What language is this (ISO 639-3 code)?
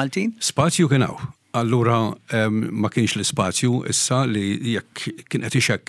mlt